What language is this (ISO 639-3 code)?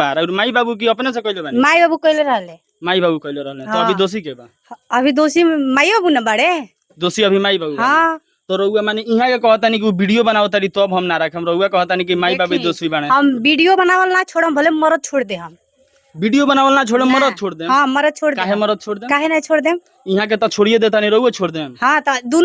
bho